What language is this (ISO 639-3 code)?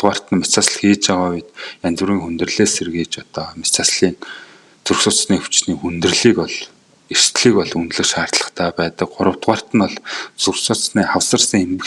mon